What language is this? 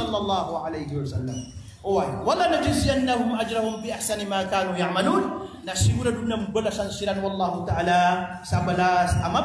Maranao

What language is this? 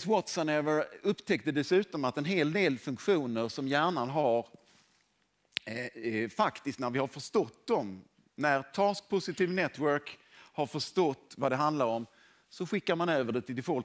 Swedish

